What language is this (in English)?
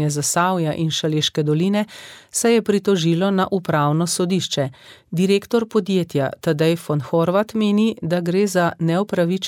Slovenian